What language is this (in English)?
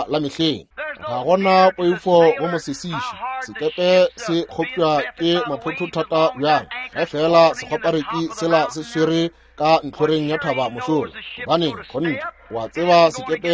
Northern Sotho